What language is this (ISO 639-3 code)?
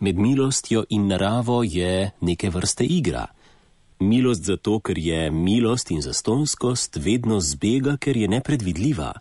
slv